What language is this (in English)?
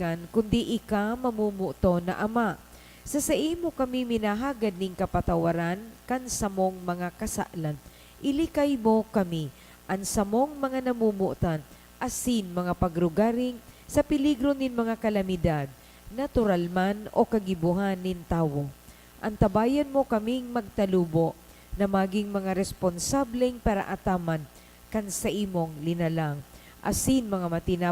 Bikol